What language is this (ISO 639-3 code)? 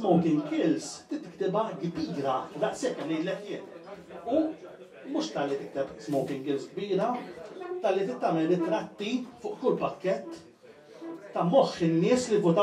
mlt